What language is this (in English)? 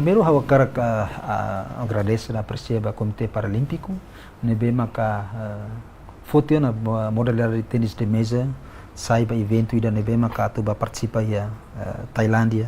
Tetum